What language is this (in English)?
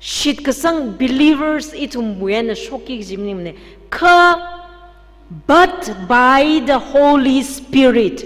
Tangkhul Naga (India)